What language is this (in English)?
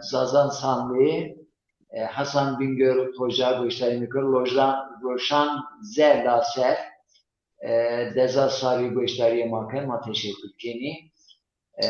Zaza